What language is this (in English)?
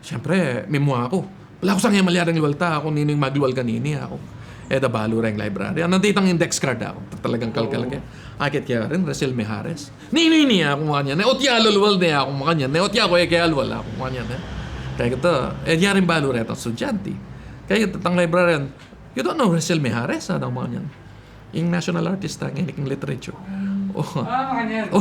Pampanga